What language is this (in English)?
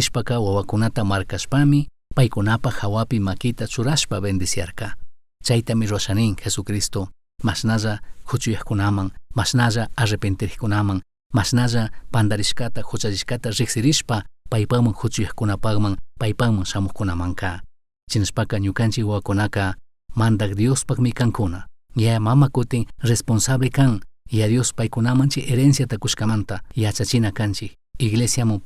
Chimborazo Highland Quichua